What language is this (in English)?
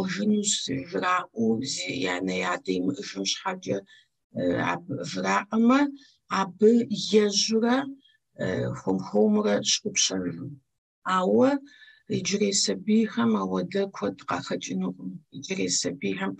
Kabardian